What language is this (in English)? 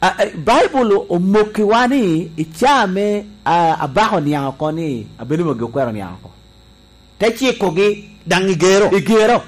Lango (Uganda)